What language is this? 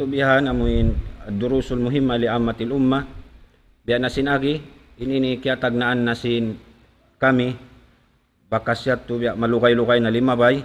Tausug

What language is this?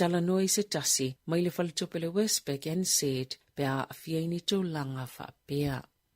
Samoan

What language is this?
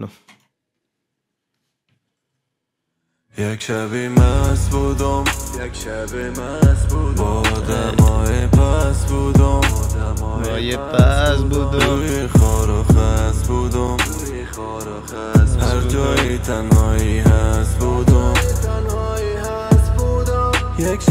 Persian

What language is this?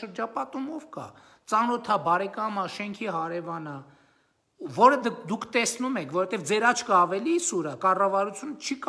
Armenian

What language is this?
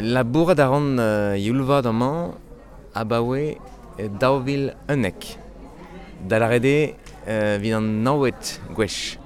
Breton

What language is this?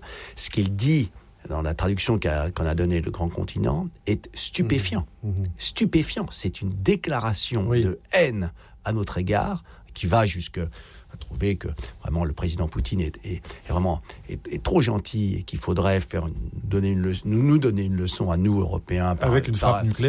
French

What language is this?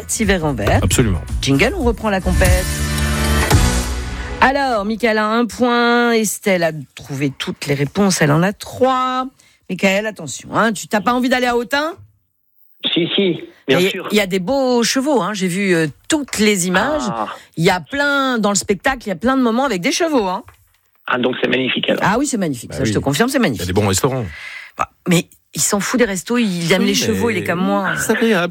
French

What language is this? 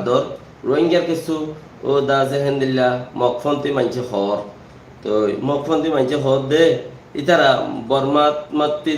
Rohingya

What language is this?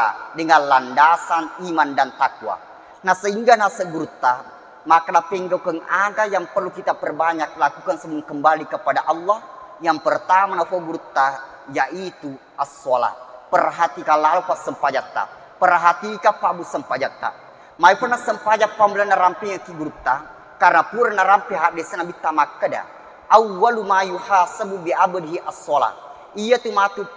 Buginese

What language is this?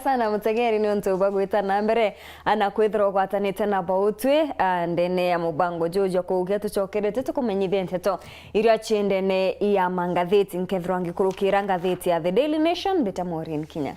Meru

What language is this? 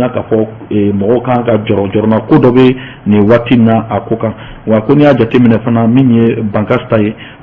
Bambara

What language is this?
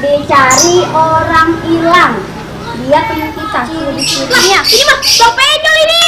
Betawi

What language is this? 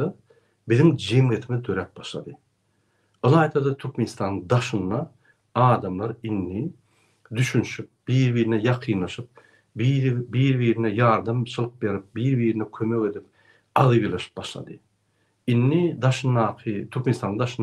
Turkmen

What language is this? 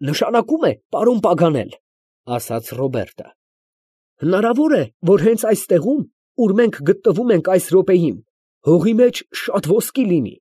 Armenian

